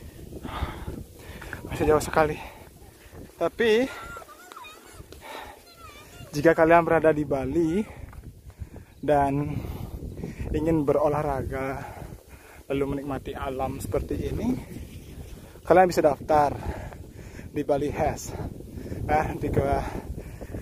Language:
Indonesian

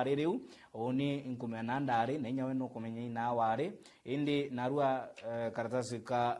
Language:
Meru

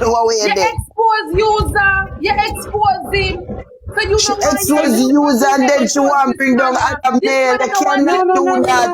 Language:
Jamaican Creole English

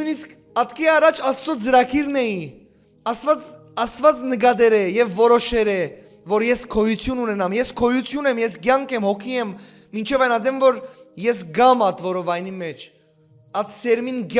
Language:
Western Armenian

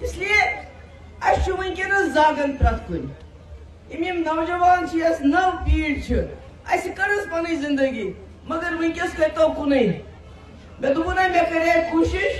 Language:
Kashmiri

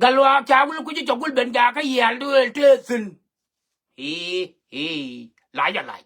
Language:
Nuer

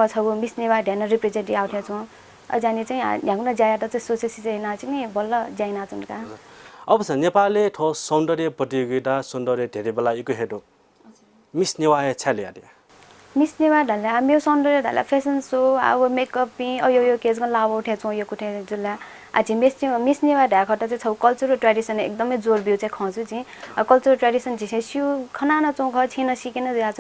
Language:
Newari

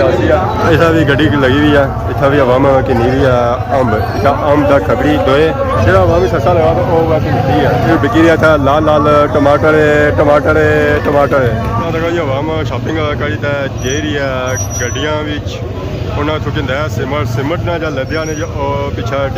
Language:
Pahari-Potwari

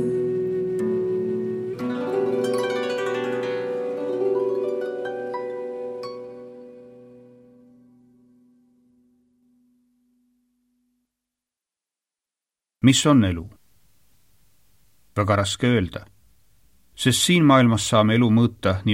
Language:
Estonian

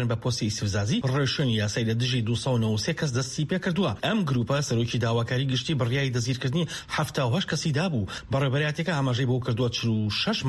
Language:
Central Kurdish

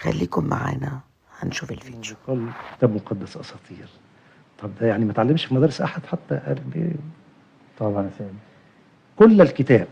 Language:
Egyptian Arabic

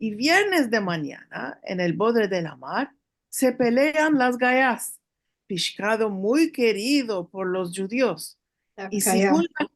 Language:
Ladino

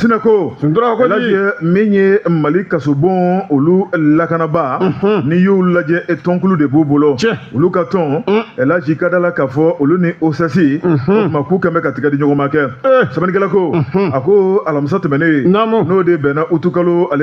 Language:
Bambara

